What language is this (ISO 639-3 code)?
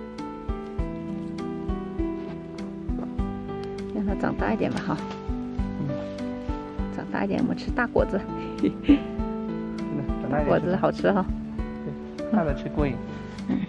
zho